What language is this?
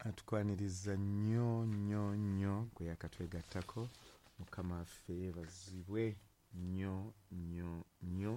Ganda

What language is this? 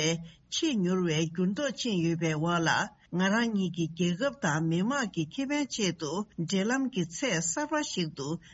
Tibetan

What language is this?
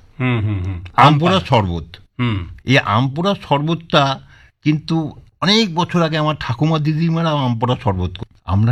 Bangla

